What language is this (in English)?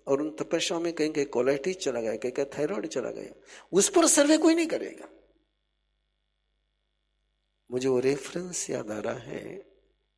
Hindi